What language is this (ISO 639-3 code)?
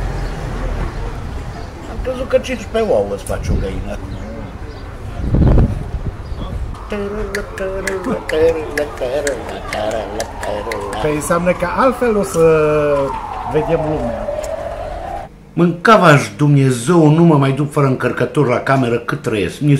ron